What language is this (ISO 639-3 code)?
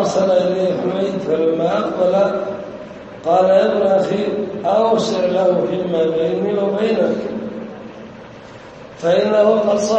ara